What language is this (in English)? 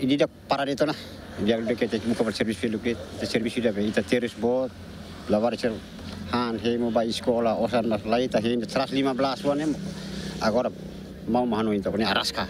Tetum